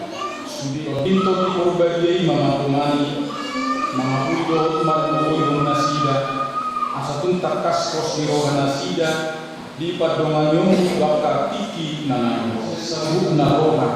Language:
Batak Toba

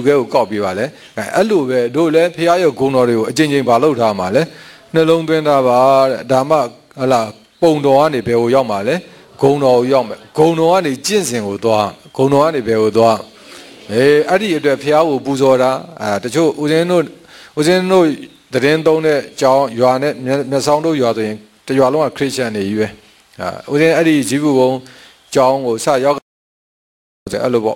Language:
Burmese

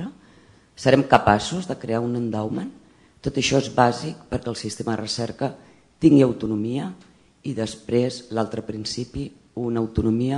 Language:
Catalan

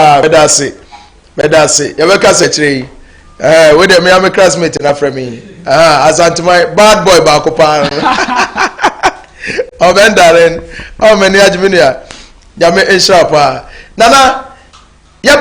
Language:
Akan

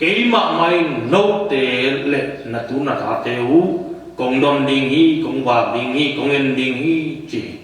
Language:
Tedim Chin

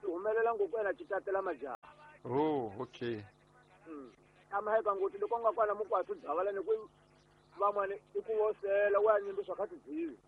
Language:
Tsonga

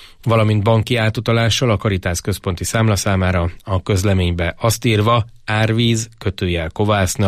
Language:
Hungarian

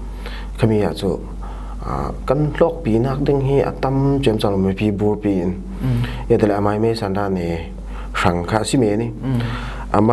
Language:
Falam Chin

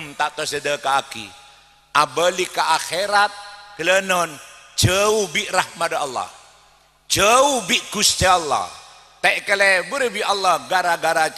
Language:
Madurese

